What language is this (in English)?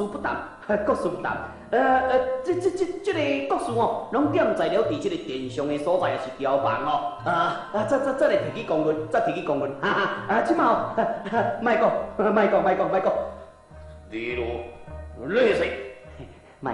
Min Nan Chinese